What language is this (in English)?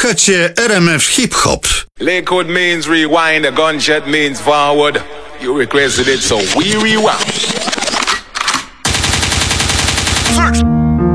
Polish